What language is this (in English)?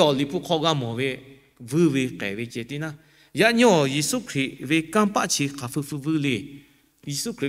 Lahu